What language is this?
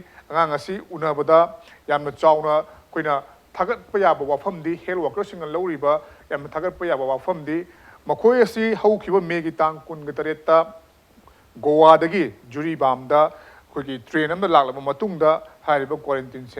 Manipuri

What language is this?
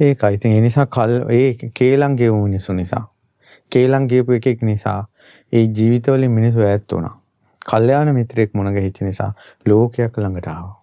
Sinhala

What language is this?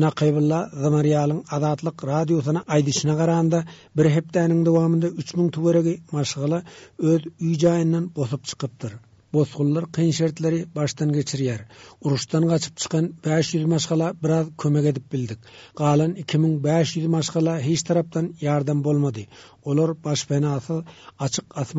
Turkmen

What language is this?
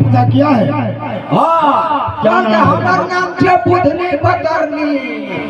Maithili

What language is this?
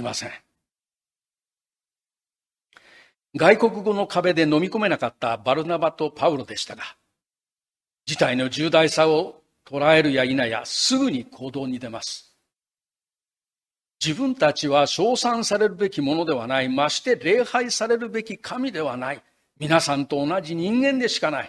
Japanese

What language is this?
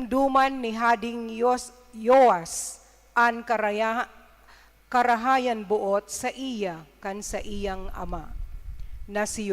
Bikol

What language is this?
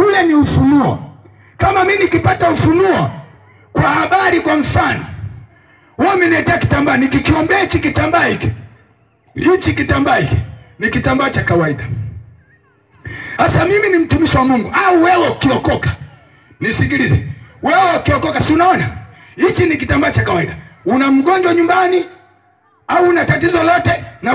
Swahili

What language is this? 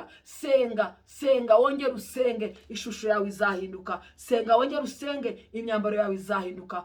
Kinyarwanda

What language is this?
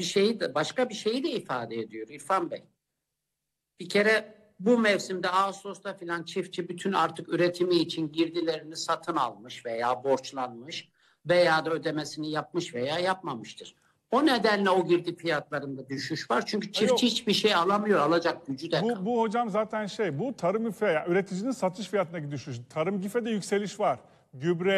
Turkish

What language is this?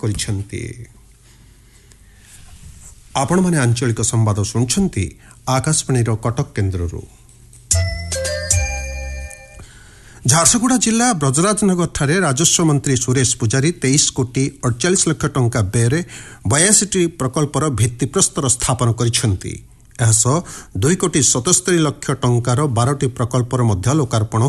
Odia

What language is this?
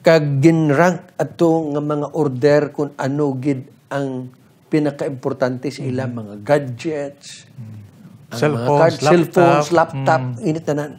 Hiligaynon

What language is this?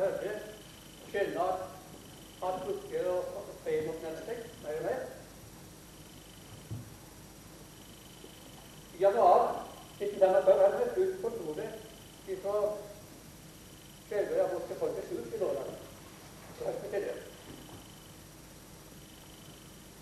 Norwegian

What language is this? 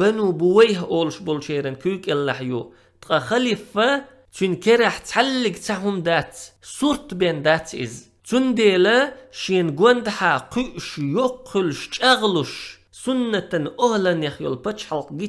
Chechen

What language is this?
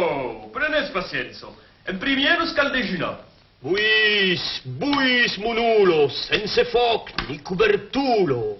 Occitan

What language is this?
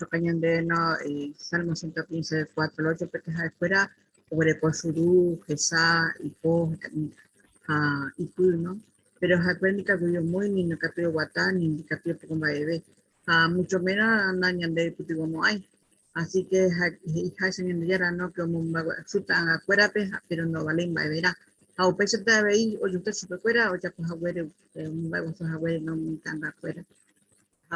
Guarani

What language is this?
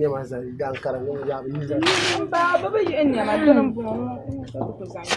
Dagbani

